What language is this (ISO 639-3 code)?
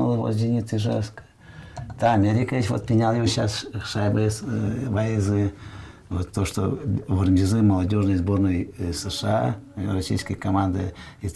udm